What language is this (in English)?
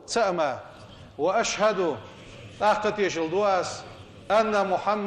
Ingush